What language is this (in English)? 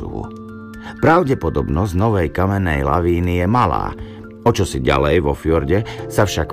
Slovak